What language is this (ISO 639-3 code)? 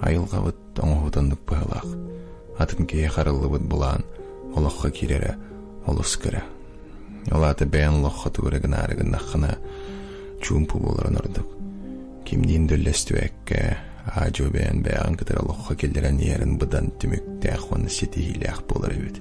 sah